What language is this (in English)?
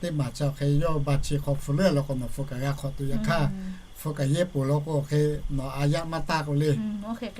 Lahu